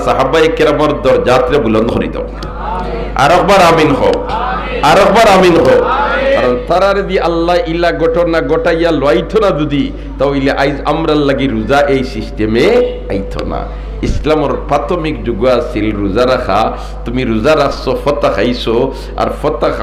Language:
Sylheti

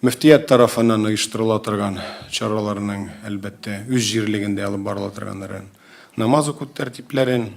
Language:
Tatar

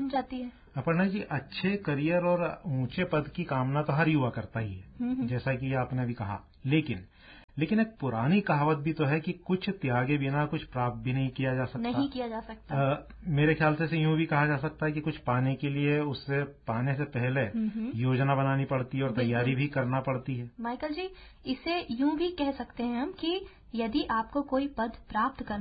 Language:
Hindi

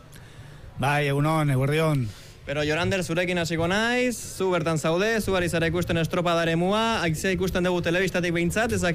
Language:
Basque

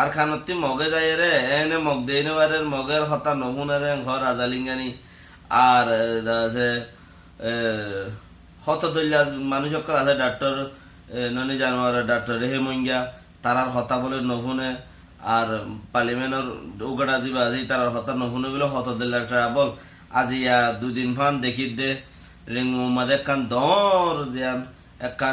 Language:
Rohingya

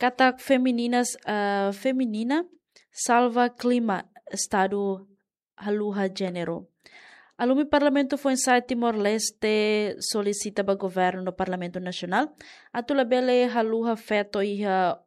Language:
Tetum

